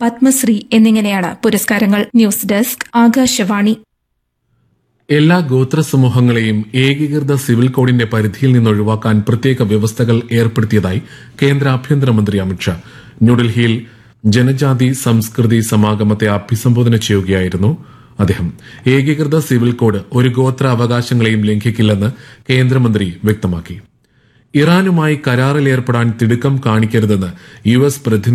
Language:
Malayalam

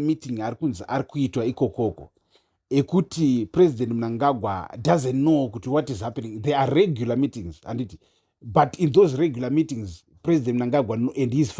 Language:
Shona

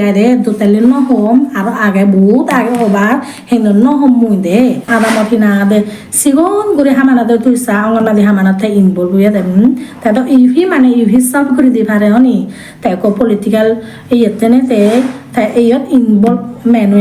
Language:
Chakma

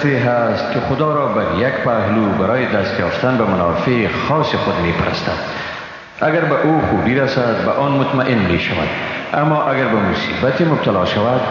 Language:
Persian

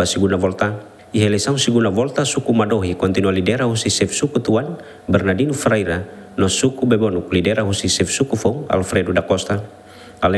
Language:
Tetum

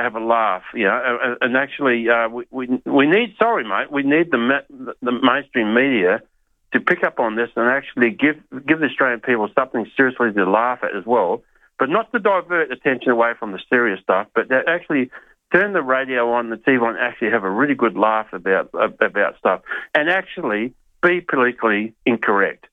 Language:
English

